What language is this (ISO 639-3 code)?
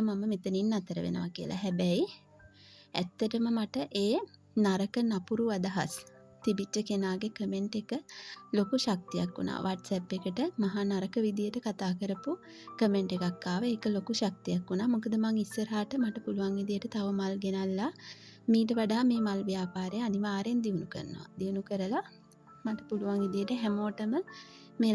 sin